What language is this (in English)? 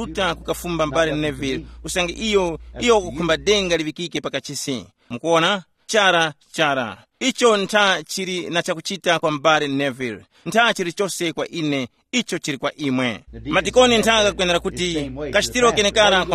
Tumbuka